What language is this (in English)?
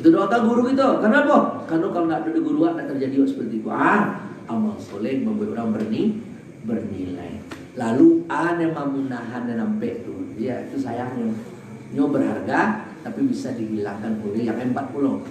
Minangkabau